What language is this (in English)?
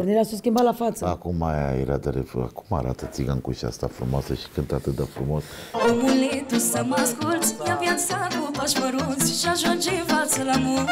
Romanian